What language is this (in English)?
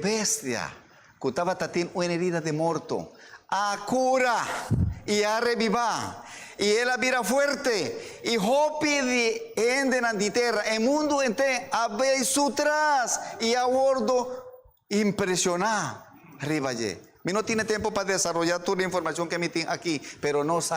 Papiamento